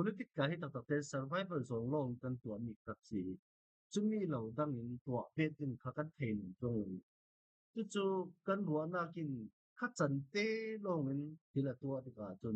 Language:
Falam Chin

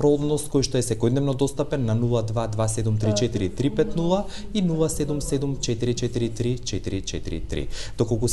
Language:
Macedonian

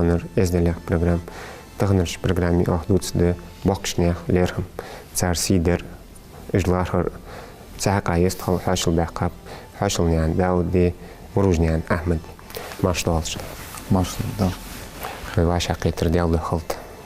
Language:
Ingush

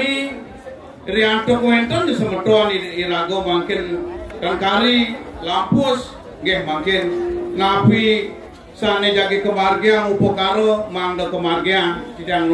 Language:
Balinese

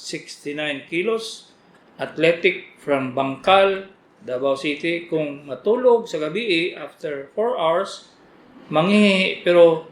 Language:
Cebuano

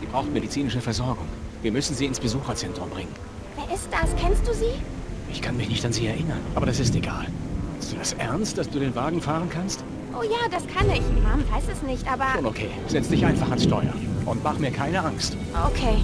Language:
Bavarian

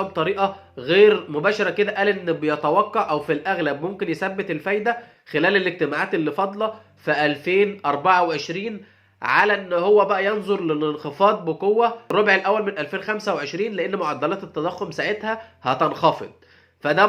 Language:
Egyptian Arabic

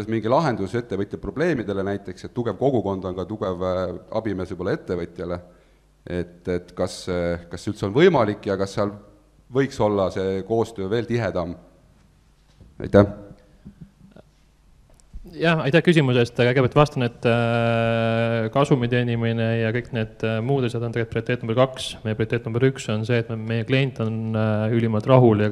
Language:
Estonian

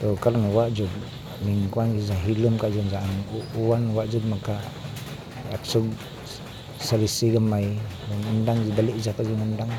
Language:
Cebuano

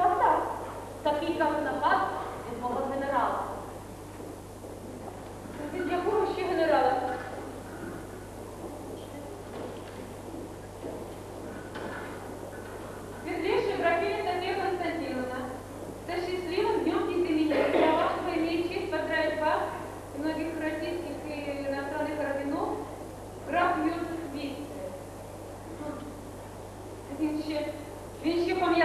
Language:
Ukrainian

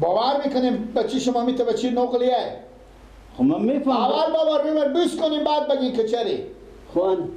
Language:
Persian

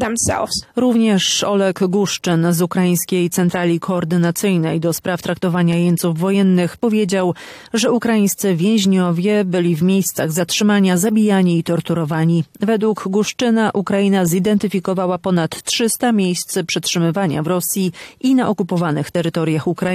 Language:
Polish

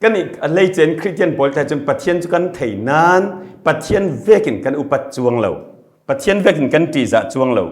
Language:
Falam Chin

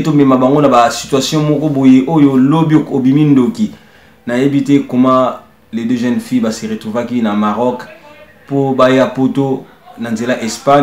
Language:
Lingala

